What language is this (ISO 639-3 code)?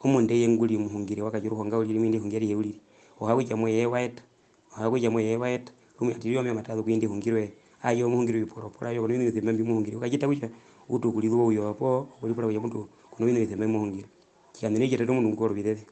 her